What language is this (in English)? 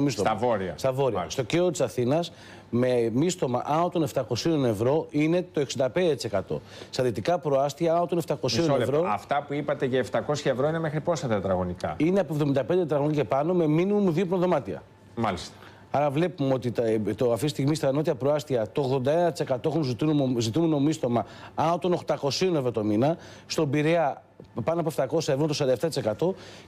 Greek